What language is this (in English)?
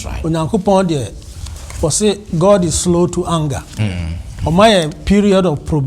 Akan